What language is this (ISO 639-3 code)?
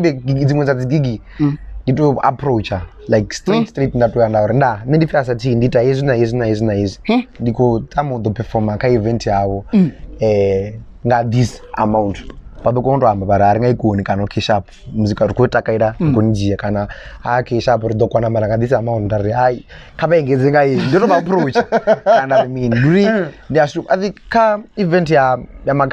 ven